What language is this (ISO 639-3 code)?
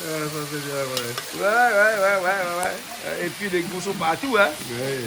rcf